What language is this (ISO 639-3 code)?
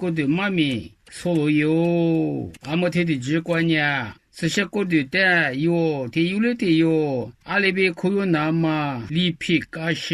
lis